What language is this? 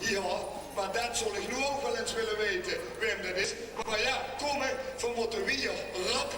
Limburgish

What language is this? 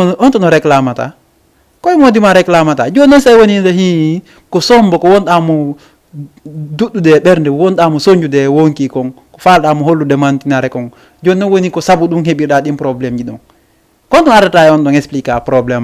Fula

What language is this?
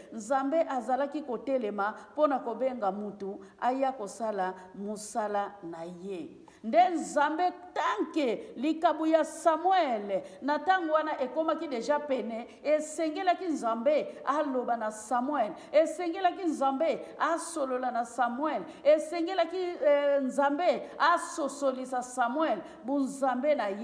Lingala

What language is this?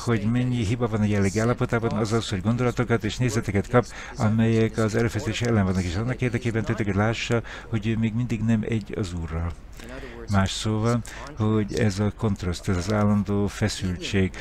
Hungarian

